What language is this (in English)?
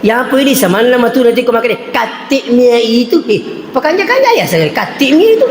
Buginese